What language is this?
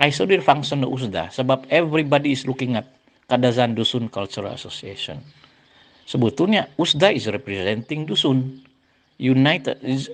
Central Dusun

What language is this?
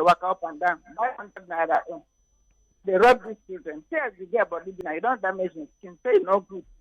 Nigerian Pidgin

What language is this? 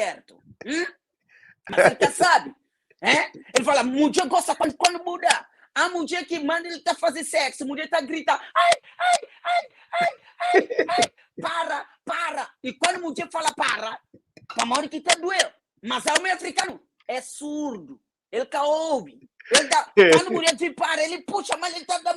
Kabuverdianu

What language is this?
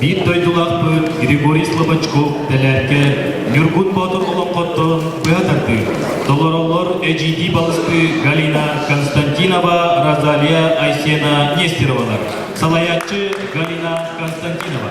Yakut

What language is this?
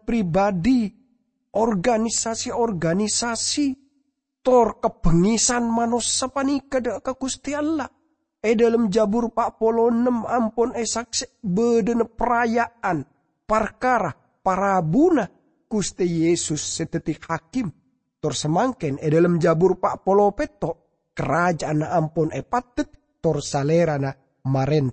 Madurese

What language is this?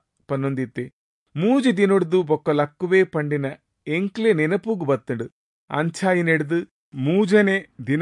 Tulu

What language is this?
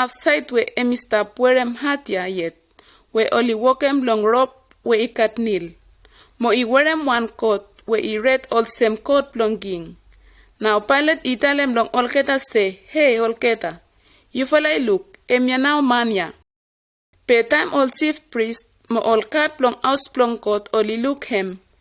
Bislama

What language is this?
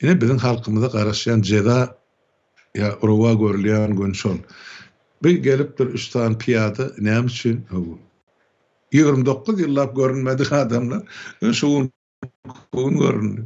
Turkmen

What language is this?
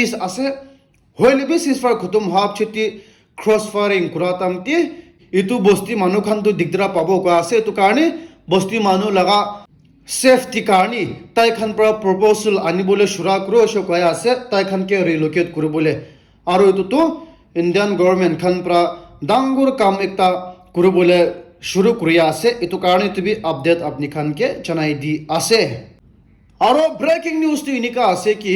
Naga Pidgin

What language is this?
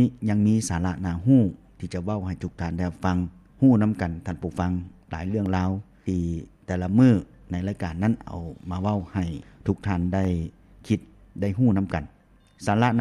Lao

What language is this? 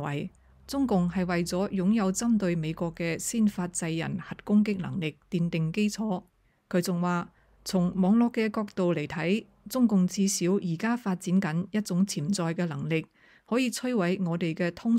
Cantonese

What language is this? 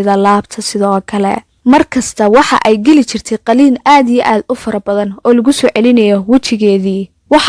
Somali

